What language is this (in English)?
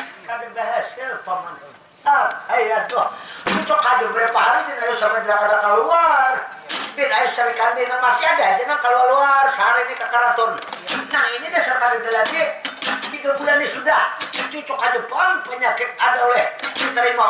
Banjar